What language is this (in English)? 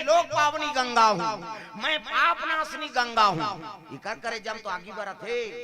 Chhattisgarhi